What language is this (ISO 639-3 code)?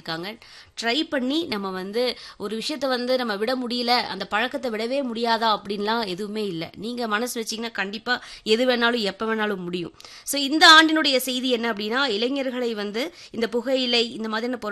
tam